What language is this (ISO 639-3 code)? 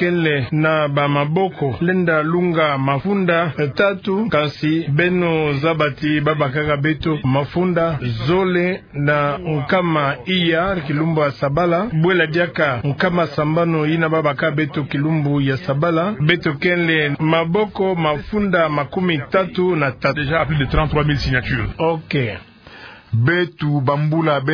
ktu